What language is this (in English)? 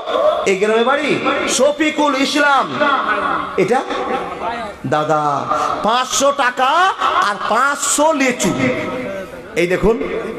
Bangla